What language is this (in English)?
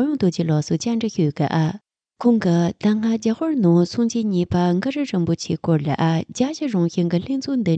Tibetan